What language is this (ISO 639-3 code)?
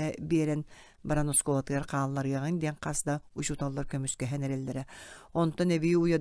sah